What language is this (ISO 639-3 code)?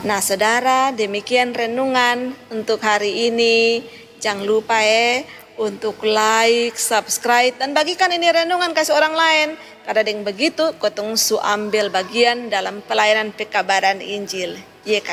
mkn